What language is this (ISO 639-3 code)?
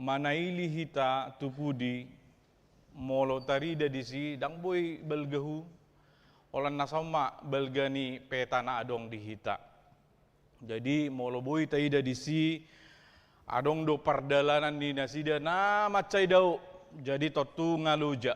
bbc